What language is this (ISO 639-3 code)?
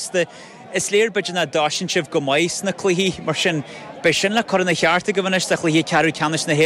gle